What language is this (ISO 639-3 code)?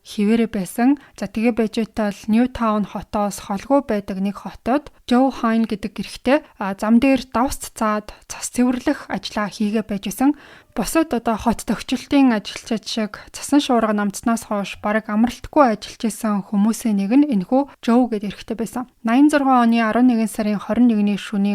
mon